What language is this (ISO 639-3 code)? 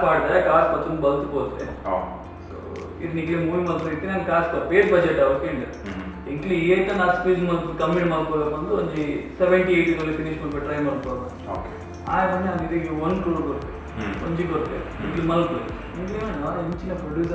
tcy